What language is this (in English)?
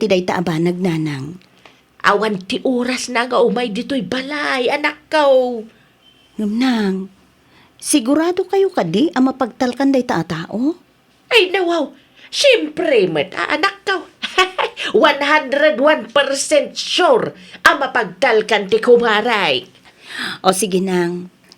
Iloko